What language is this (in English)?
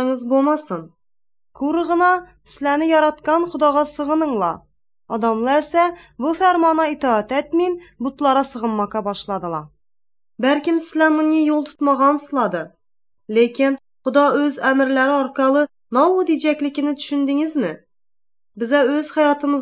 Azerbaijani